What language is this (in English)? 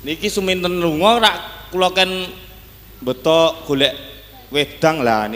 Javanese